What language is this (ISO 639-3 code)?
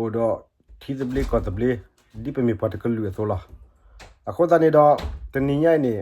ksw